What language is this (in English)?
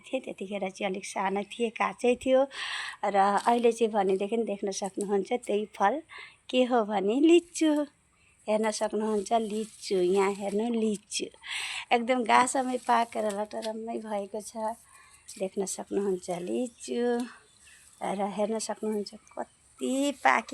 Nepali